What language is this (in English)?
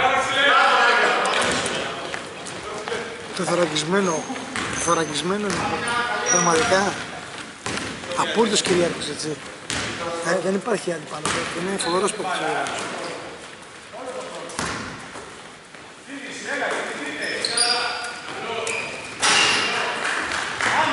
Greek